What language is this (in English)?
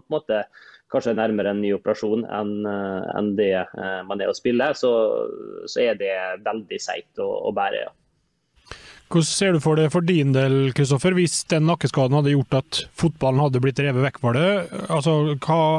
Norwegian